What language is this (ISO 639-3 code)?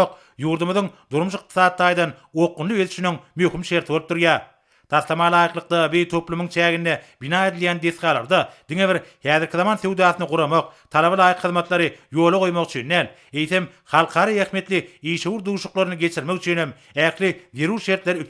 tuk